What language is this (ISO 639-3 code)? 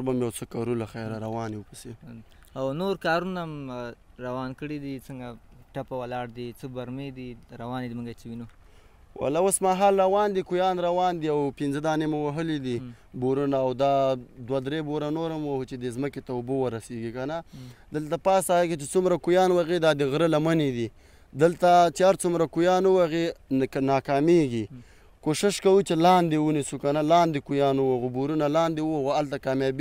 pus